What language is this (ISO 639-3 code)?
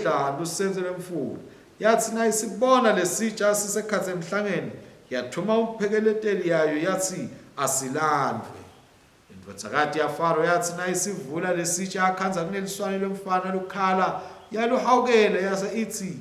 ssw